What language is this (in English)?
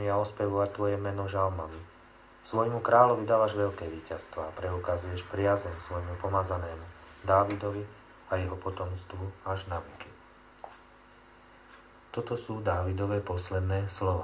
Slovak